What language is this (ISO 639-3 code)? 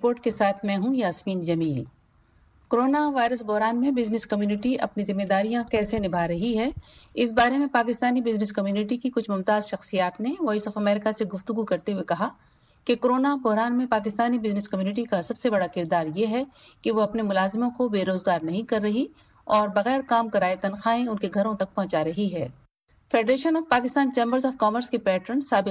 urd